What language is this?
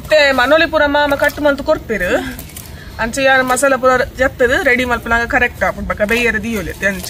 Tulu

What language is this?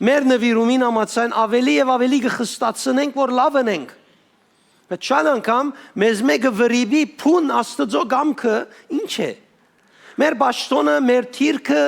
Western Armenian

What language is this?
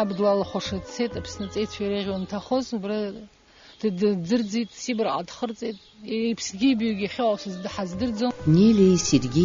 Abkhazian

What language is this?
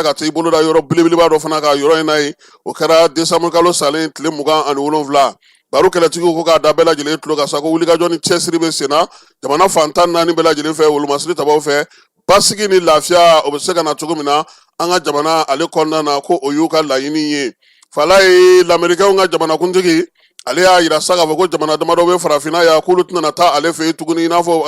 Bambara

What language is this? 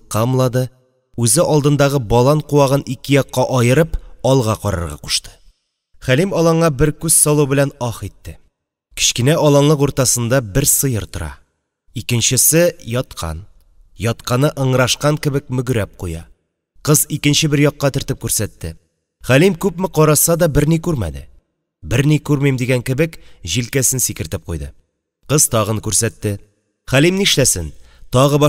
Tatar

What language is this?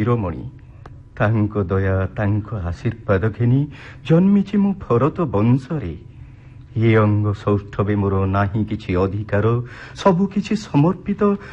Odia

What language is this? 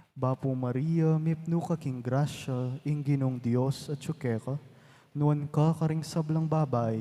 Pampanga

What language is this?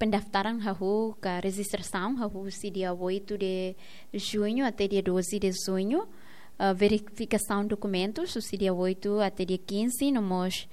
Tetum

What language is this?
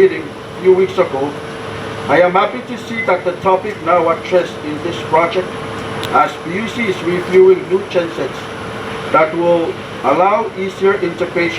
Pohnpeian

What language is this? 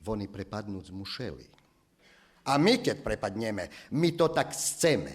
Rusyn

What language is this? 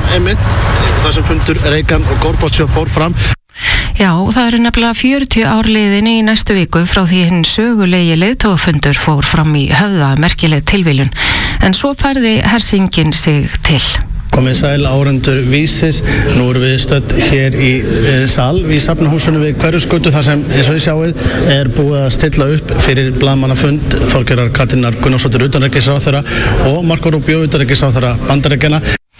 Icelandic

